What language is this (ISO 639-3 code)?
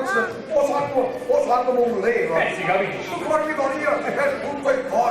nap